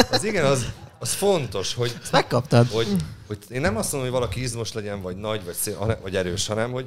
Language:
Hungarian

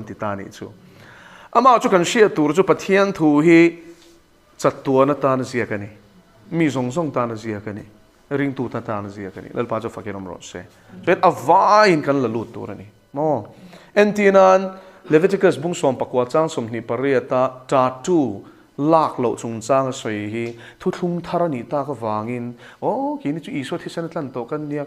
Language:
Mizo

